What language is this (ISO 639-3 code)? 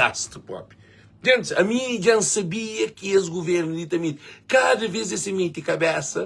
kea